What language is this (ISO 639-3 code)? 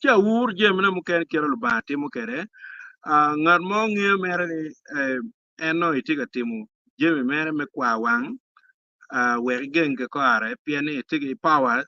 ach